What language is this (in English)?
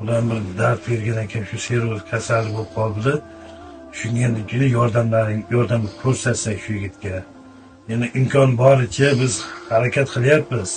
Uzbek